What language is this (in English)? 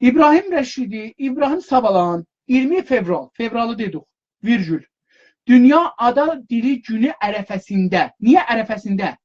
South Azerbaijani